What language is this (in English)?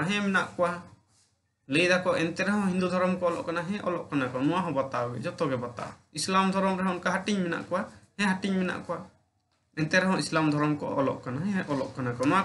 Santali